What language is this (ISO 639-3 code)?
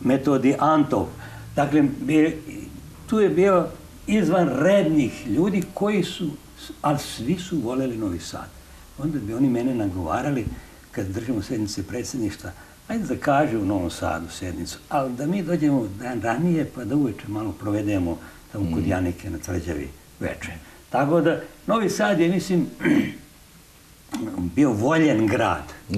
srp